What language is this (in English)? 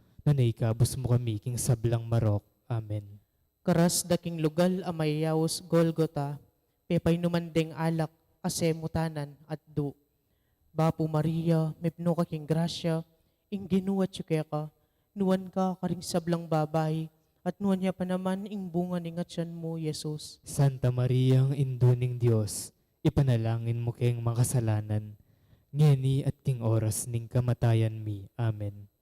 Pampanga